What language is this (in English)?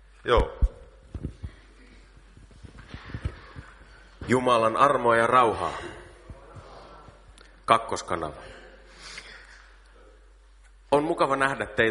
Finnish